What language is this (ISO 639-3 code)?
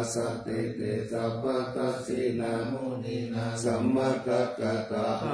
pli